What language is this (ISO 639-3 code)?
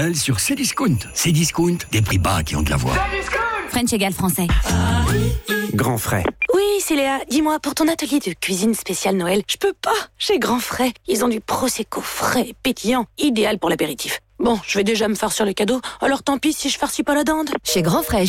fra